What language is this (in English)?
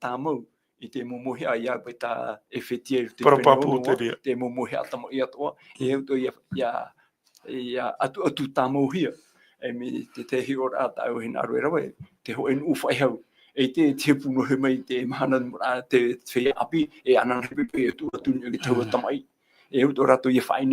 Tahitian